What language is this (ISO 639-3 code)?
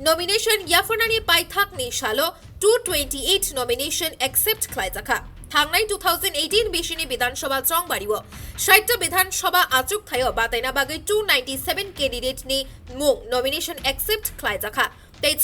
trp